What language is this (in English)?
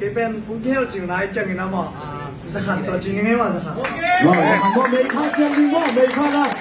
Tedim Chin